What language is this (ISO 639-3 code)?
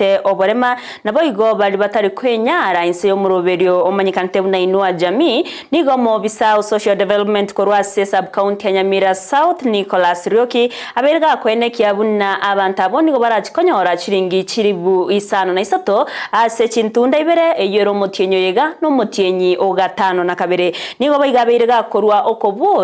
guz